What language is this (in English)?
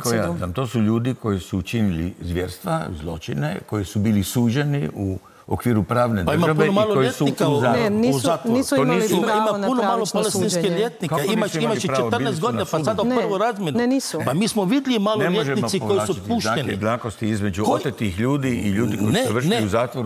Croatian